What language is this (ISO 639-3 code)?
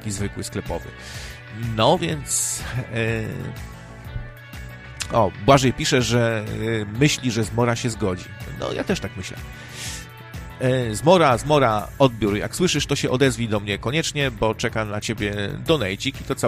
pol